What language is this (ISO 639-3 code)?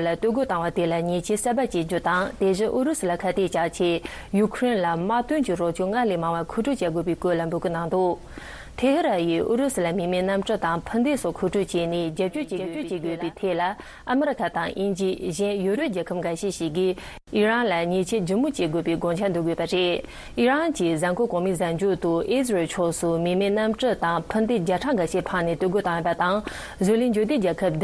bod